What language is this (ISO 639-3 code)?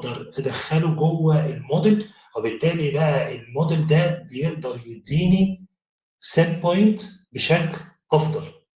arz